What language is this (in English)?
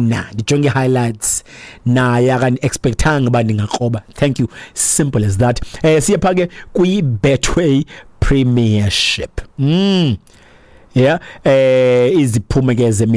Xhosa